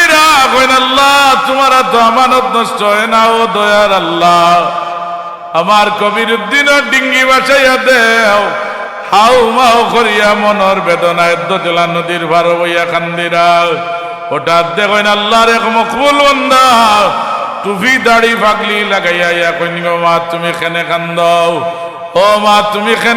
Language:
Sylheti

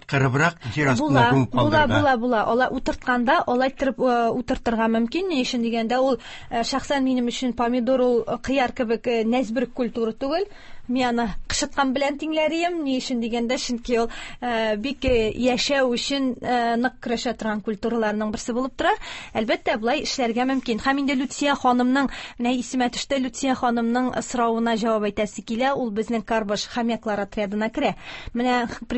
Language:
Tatar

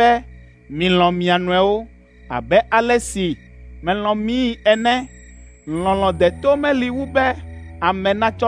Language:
Ewe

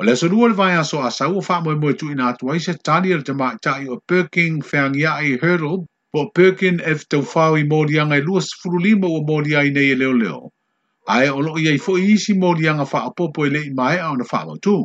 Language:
Samoan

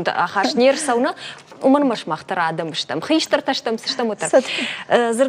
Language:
Ossetic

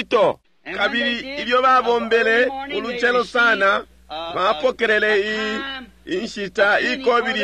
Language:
Bemba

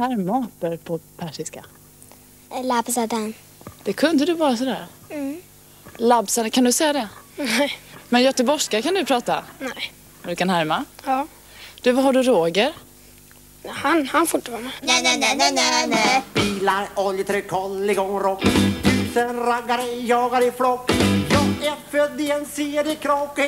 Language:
Swedish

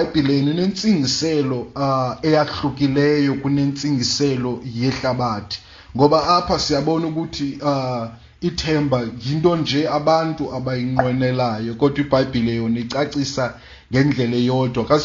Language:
Xhosa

